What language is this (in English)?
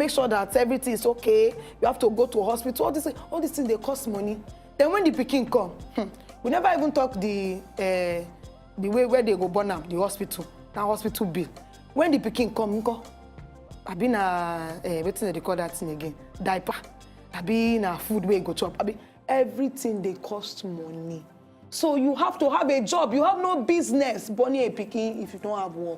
Nigerian Pidgin